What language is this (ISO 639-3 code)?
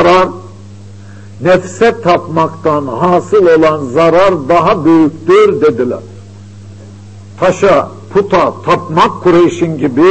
tur